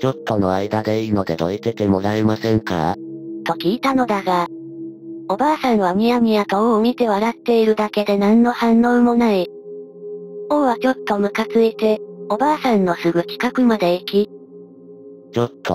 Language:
Japanese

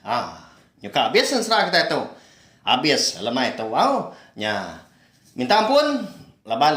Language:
Iban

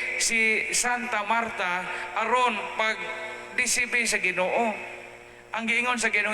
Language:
Cebuano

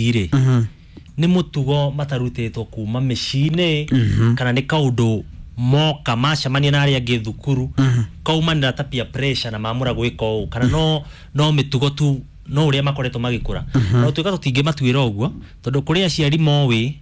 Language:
Kikuyu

